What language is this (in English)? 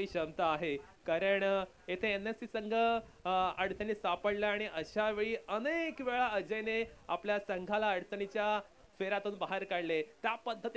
Marathi